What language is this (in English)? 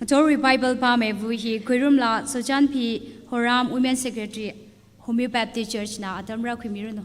Tangkhul Naga (India)